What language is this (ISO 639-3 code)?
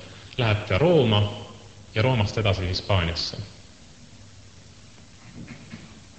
est